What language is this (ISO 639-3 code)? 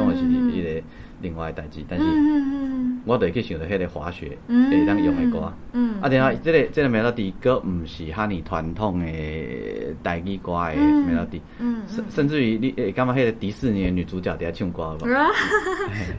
nan